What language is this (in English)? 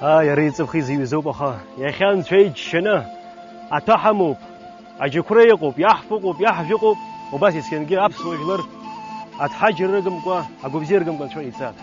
Abkhazian